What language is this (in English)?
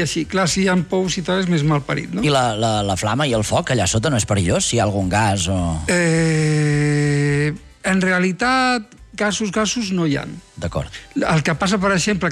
Catalan